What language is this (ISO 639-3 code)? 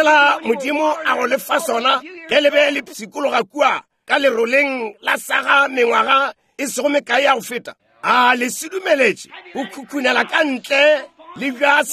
nso